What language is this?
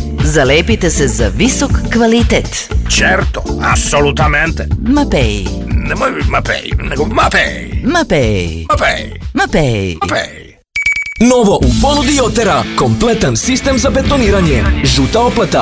Serbian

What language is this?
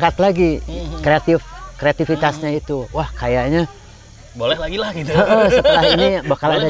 Indonesian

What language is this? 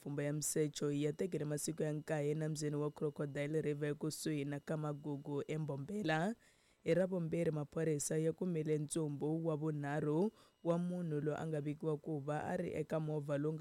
Tsonga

